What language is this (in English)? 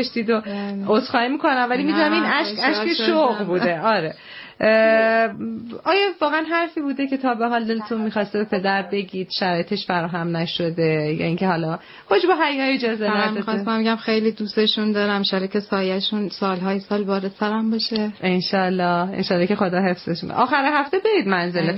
Persian